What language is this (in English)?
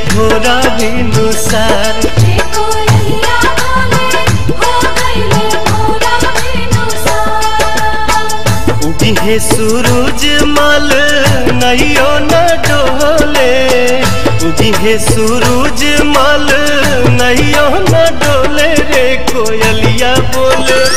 Bhojpuri